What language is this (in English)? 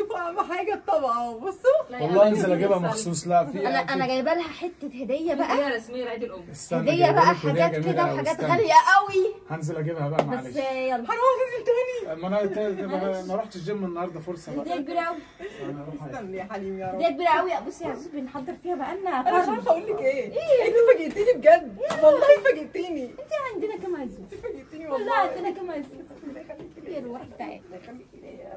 Egyptian Arabic